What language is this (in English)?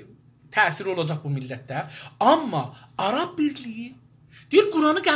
South Azerbaijani